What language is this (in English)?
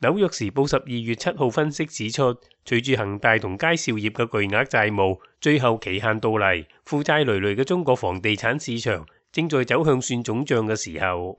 Cantonese